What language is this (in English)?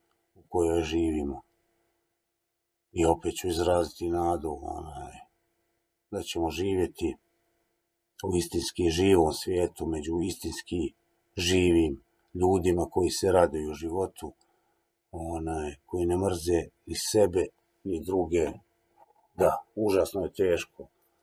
Croatian